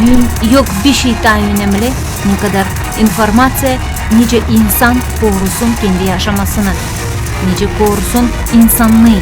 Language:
Gagauz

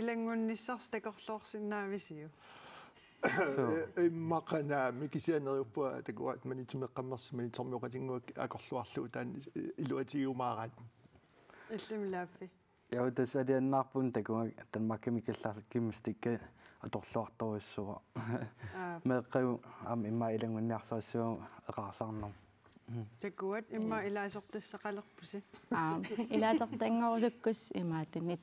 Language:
Kalaallisut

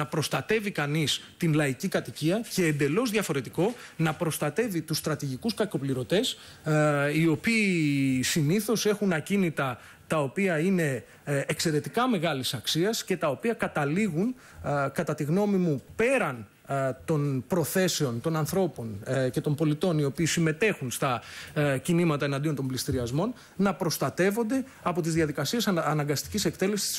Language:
Greek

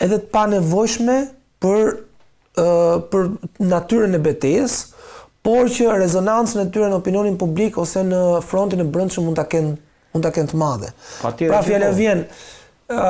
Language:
Albanian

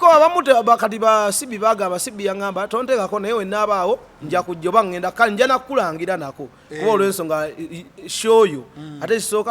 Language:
Ganda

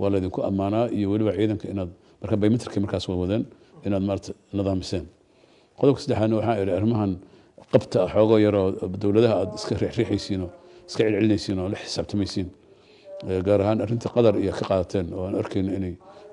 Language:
Somali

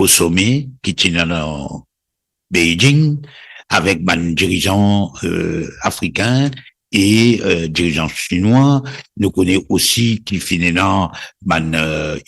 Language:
Morisyen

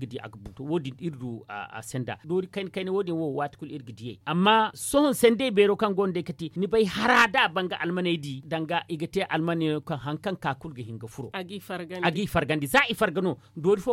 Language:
Zarma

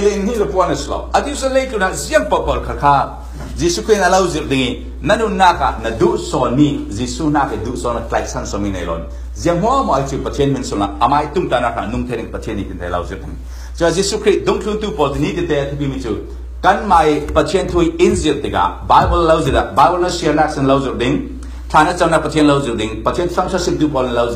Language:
Falam Chin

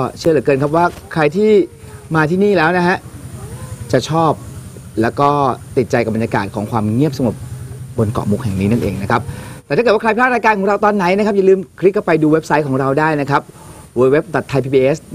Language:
Thai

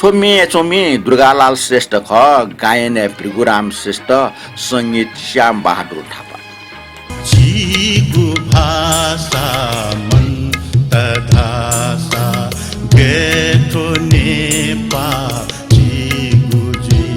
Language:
Newari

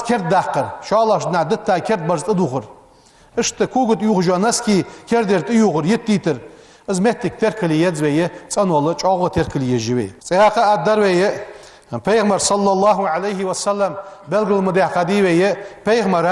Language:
Ingush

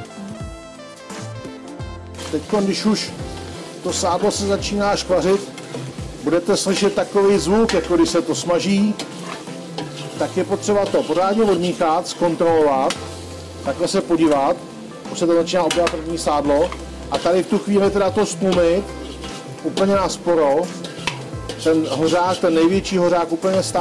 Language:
Czech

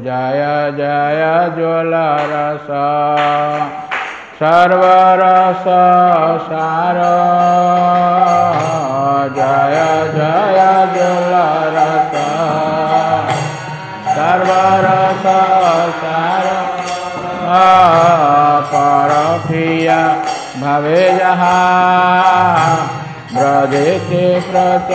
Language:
Odia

